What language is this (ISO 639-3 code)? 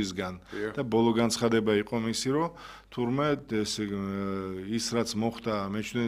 kat